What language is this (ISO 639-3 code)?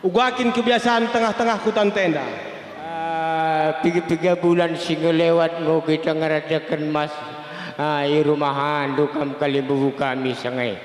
btx